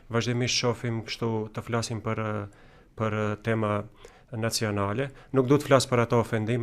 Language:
Albanian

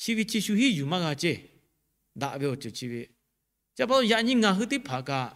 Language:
Lahu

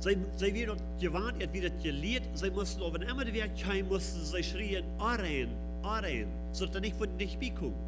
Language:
Plautdietsch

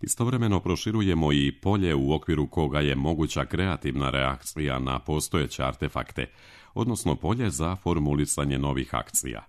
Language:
Serbian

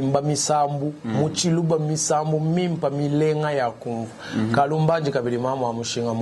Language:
Luba-Lulua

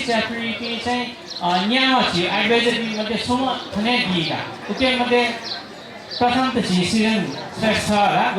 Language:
Newari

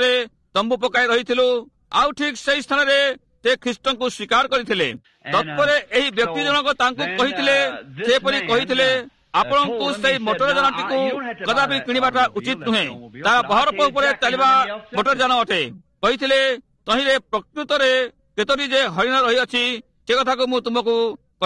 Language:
Odia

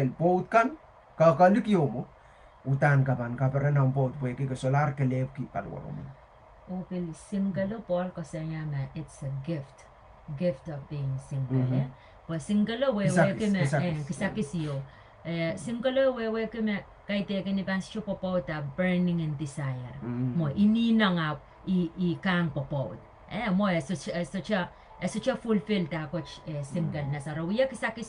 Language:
Pohnpeian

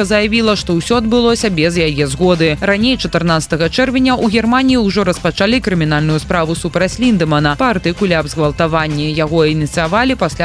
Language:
Belarusian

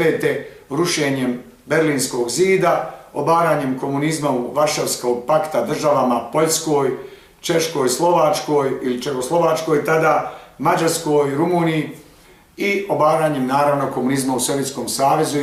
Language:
Bosnian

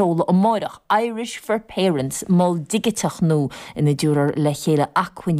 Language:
Irish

